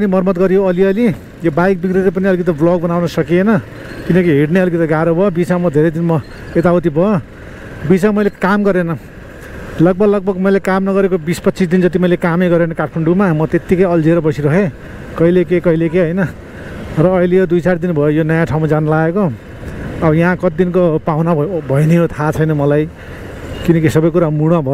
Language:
Nepali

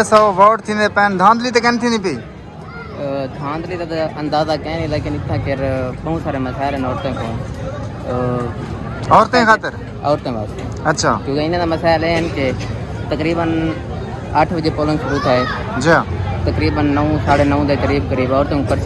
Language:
Saraiki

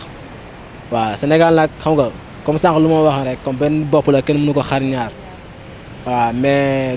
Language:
Wolof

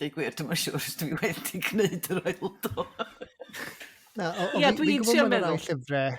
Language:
Welsh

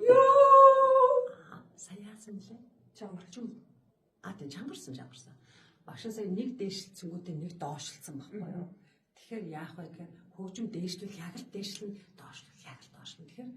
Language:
Mongolian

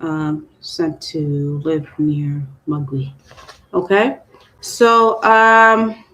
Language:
Acoli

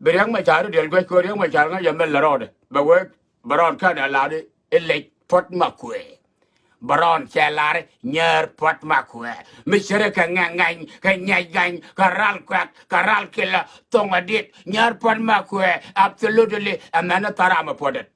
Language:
Nuer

